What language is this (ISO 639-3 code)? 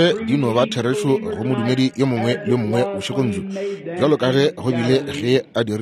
nso